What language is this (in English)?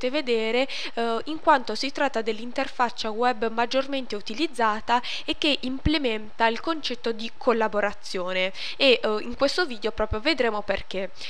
Italian